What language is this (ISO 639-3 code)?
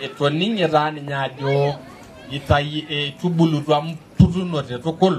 mas